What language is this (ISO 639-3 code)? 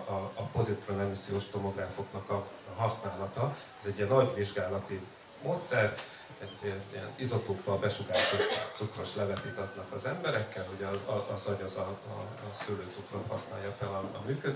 hun